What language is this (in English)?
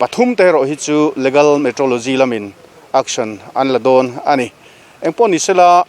Mizo